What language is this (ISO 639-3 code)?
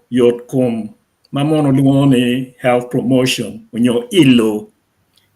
ach